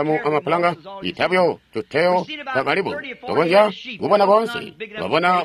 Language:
Tonga (Zambia)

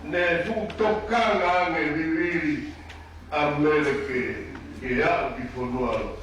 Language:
Tongan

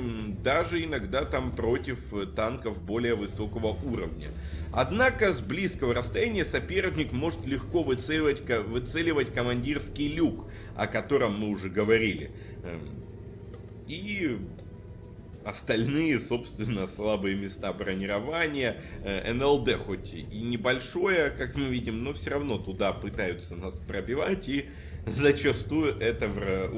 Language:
Russian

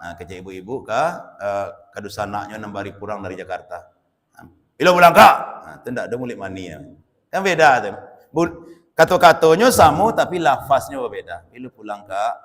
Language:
Minangkabau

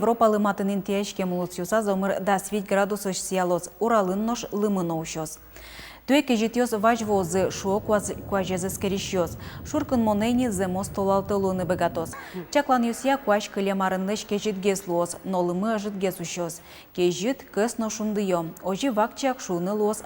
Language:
Udmurt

